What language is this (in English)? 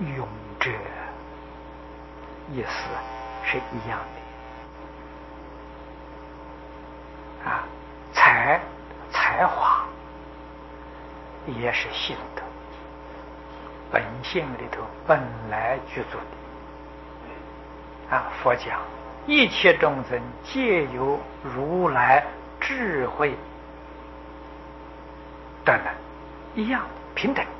Chinese